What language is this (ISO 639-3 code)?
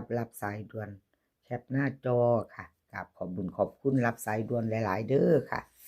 tts